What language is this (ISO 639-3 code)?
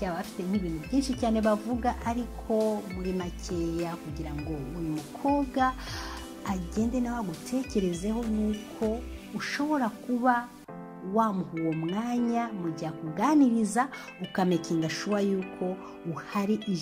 kin